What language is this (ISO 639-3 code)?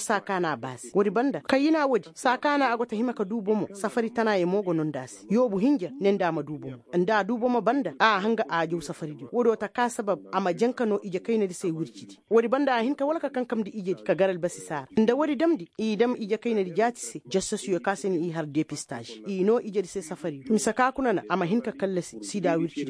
ses